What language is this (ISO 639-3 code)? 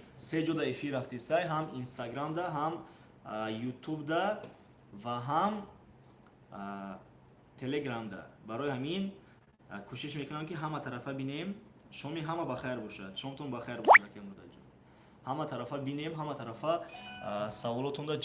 tgk